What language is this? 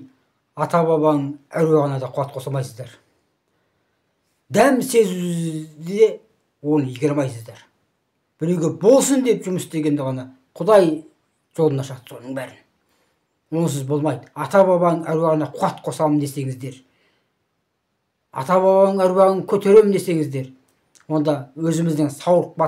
Kazakh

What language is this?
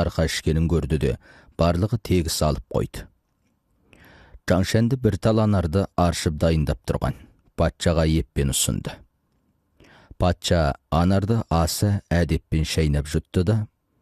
Kazakh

